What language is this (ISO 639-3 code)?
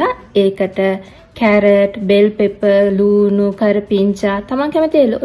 sin